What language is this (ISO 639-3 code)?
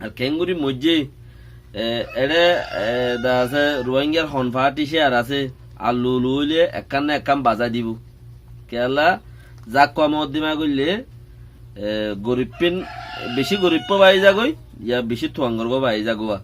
rhg